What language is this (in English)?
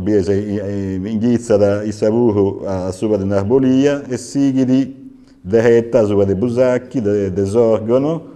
Sardinian